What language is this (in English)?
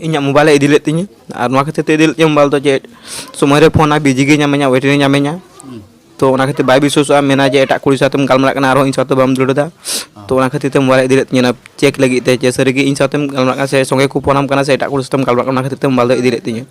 Santali